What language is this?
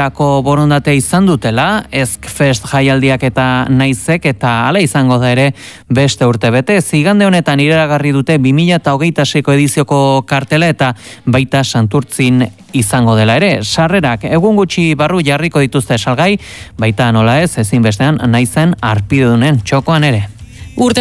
Basque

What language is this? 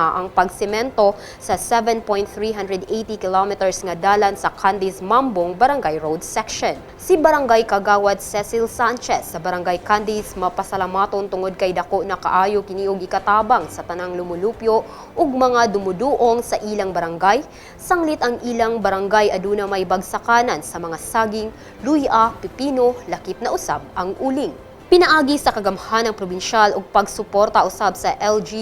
Cebuano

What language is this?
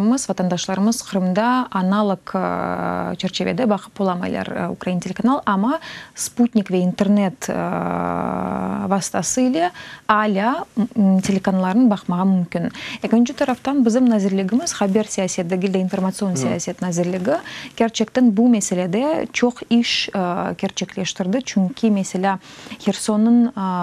Crimean Tatar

